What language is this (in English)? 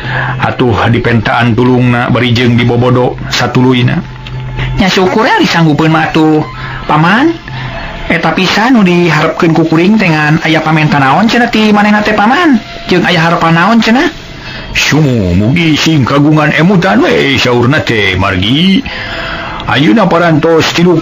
Sundanese